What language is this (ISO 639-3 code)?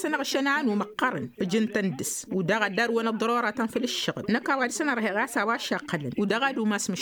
taq